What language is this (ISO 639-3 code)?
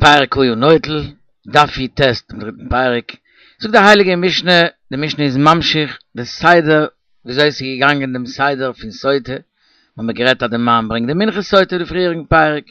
yid